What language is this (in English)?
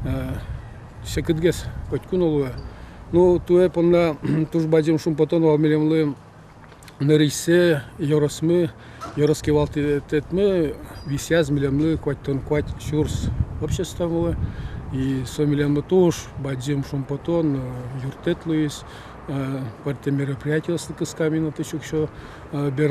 Udmurt